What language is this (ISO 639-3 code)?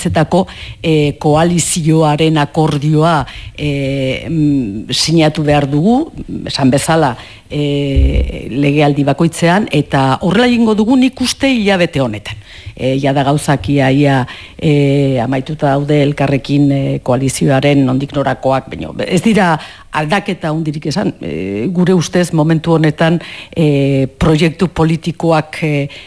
eus